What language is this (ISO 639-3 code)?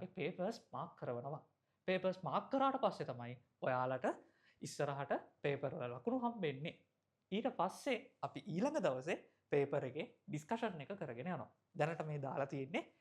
sin